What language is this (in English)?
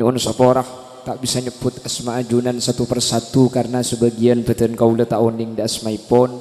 Madurese